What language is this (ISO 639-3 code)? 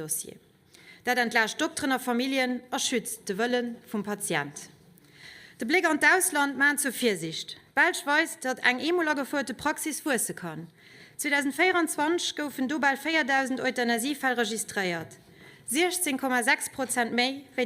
ltz